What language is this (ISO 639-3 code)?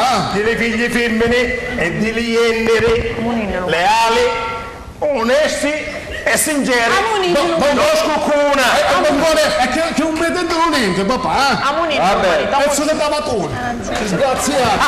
scn